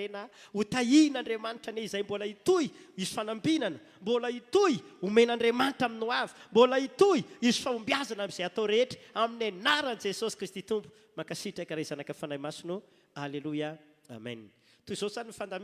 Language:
Malagasy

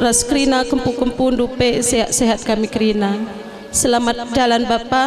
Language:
Batak Karo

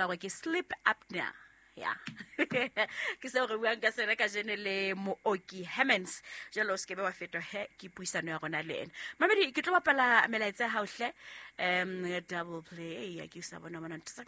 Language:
Southern Sotho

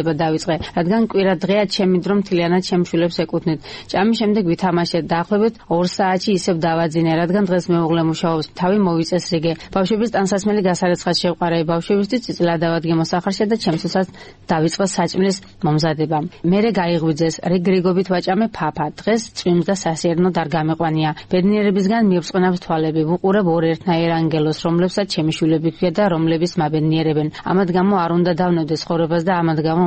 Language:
Georgian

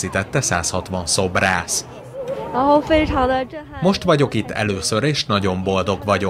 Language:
Hungarian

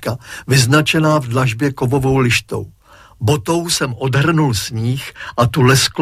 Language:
Czech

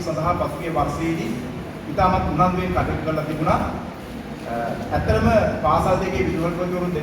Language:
Sinhala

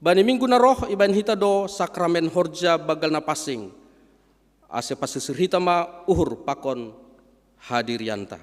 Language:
Batak Simalungun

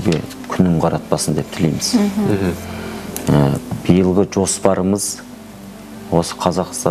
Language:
Kazakh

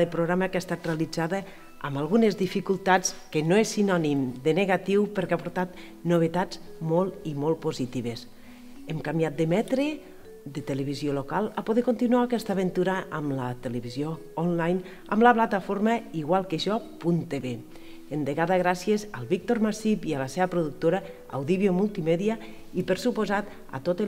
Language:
Catalan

